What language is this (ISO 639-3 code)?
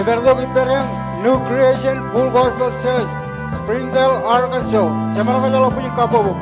mah